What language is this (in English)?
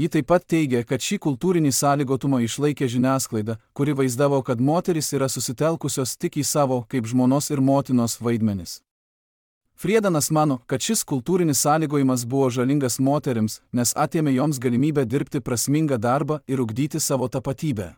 Lithuanian